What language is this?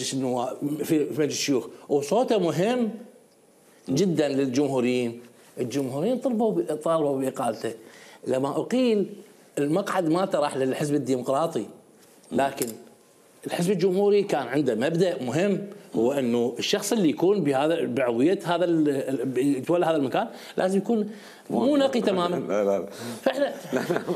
Mesopotamian Arabic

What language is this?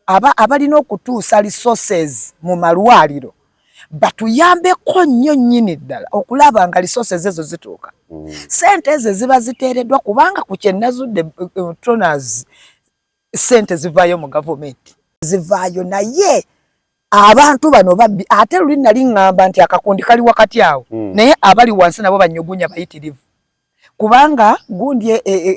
Ganda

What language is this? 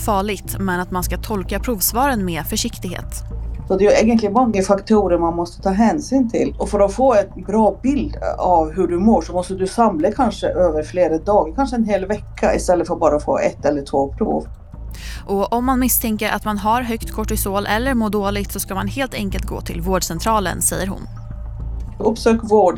Swedish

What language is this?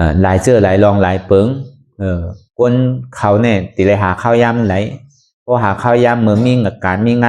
Shan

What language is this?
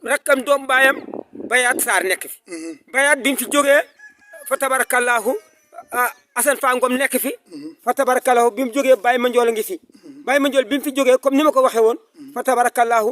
Wolof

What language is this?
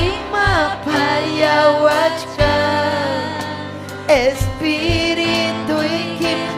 Ayacucho Quechua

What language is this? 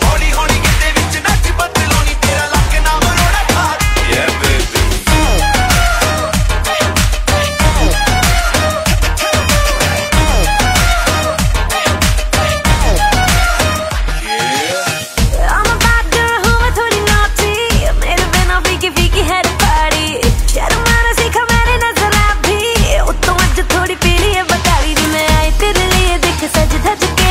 Punjabi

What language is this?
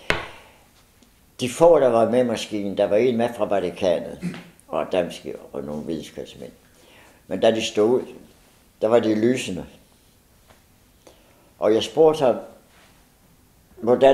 Danish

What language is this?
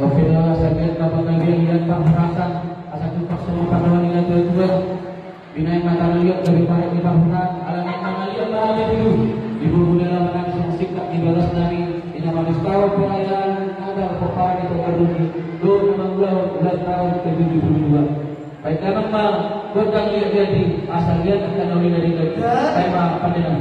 Batak Toba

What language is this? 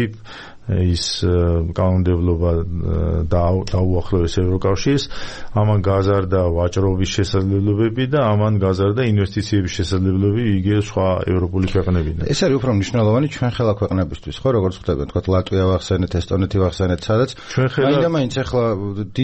Georgian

